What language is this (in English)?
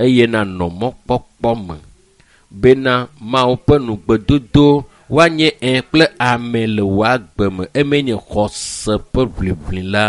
Ewe